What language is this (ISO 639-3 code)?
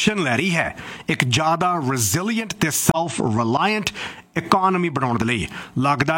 pan